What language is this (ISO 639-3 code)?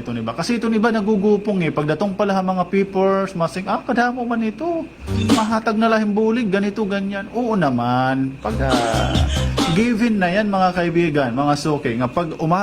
war